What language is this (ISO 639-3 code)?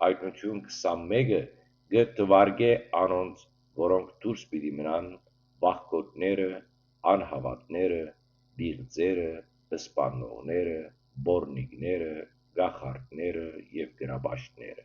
hyw